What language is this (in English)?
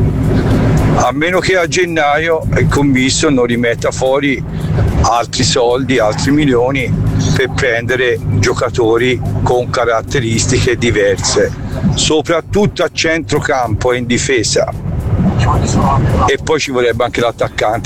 Italian